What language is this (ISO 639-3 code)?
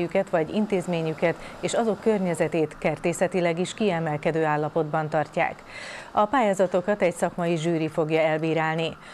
hun